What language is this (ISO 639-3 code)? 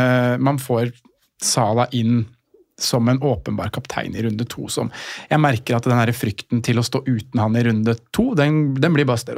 nor